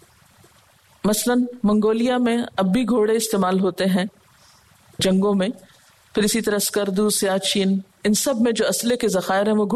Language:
Urdu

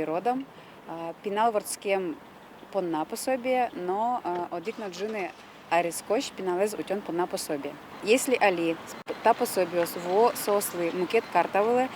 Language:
Udmurt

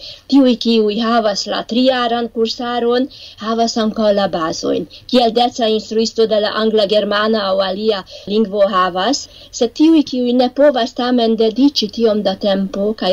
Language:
Esperanto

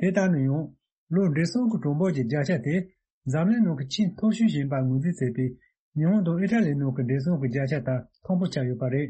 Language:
Tibetan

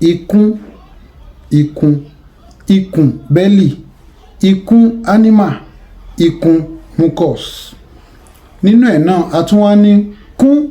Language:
Yoruba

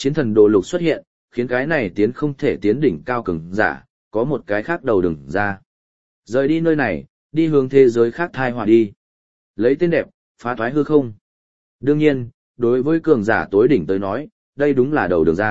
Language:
Vietnamese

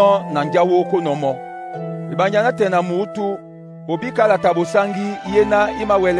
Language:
Duala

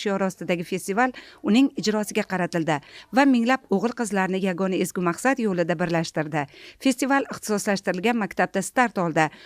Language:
Uzbek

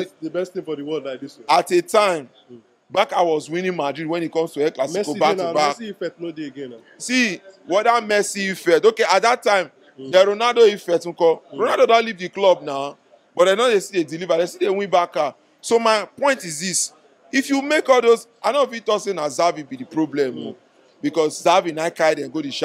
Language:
Nigerian Pidgin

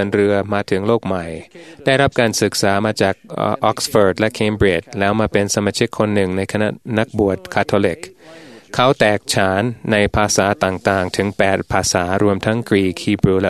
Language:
Thai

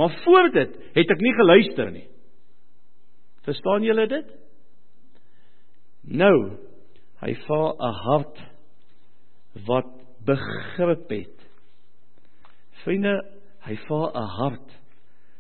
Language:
Afrikaans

